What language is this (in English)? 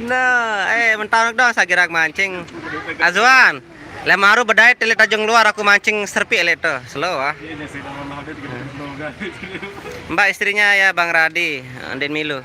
Sasak